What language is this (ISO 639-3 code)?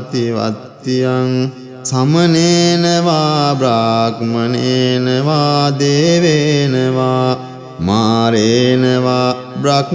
pli